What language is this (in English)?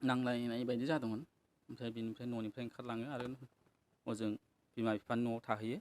Bodo